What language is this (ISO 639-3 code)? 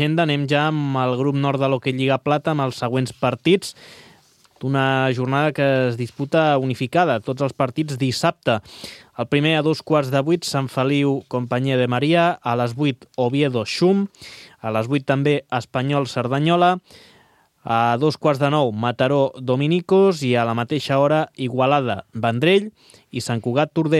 cat